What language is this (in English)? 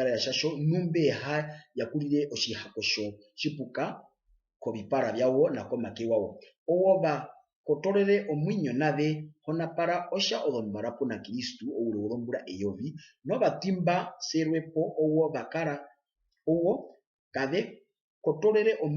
Herero